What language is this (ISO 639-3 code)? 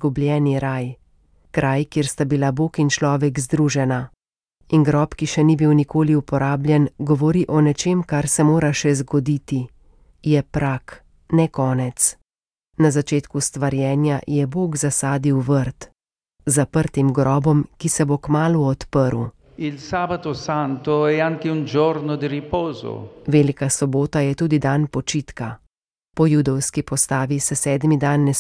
slv